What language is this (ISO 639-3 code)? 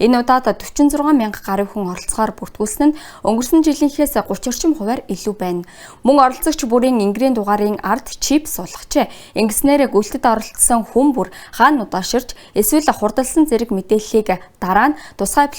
mon